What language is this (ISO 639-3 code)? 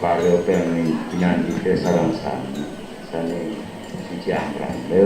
ban